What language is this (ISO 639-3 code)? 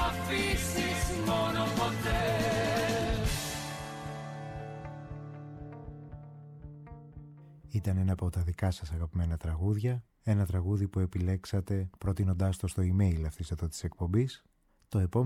ell